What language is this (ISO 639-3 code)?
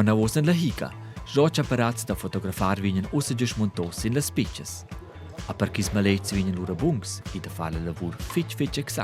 roh